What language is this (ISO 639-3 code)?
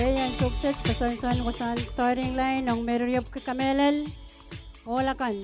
pon